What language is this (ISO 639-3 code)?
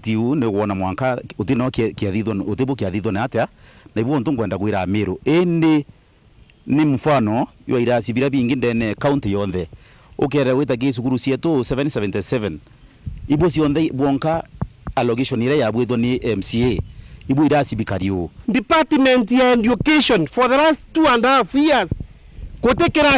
mer